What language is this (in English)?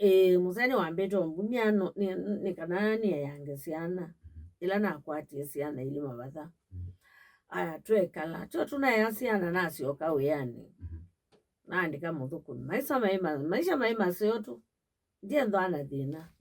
Kamba